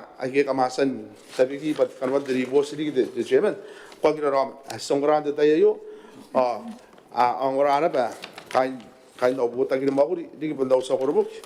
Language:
Gilbertese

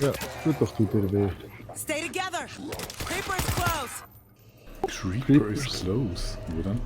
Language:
Swiss German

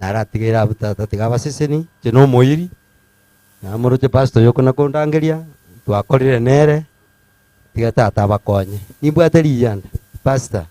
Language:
Gusii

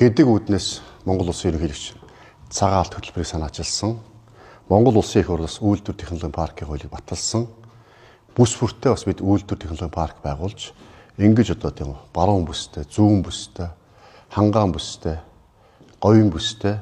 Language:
Mongolian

